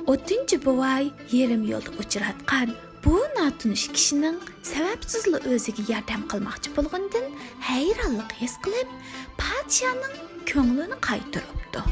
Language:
Uyghur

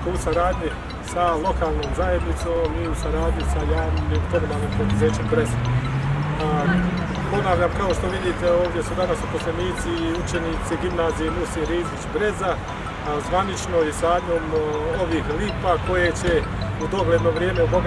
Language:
Bosnian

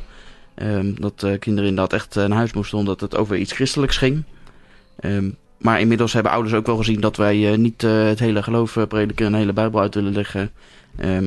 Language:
Dutch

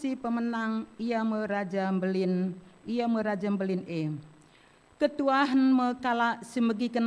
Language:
Batak Karo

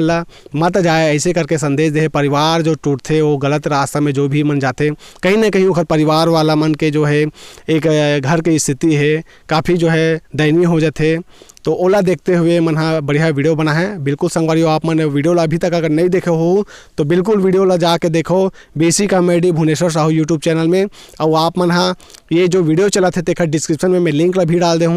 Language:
Chhattisgarhi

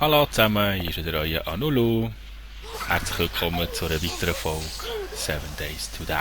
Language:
Swiss German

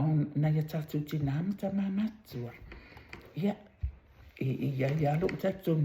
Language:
Samoan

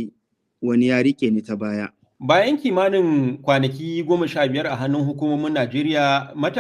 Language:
Hausa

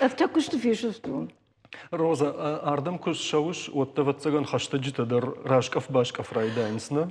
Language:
Ossetic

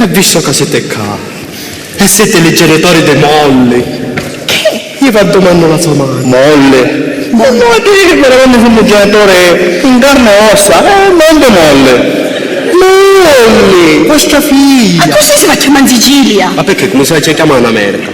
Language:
Sicilian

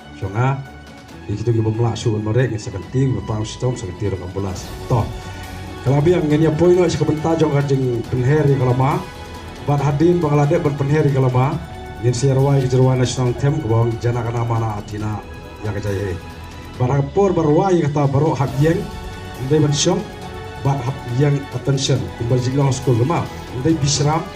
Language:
Khasi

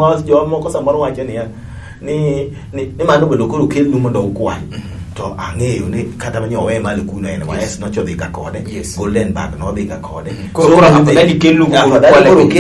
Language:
Luo (Kenya and Tanzania)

